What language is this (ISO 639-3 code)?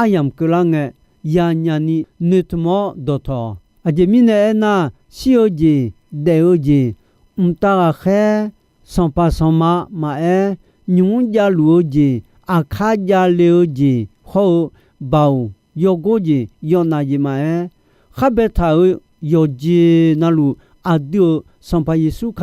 ahk